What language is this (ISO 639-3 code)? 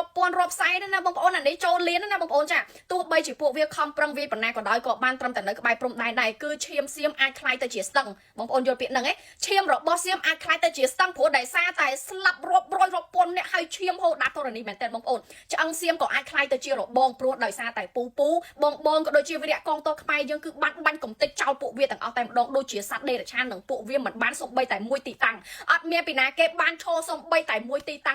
khm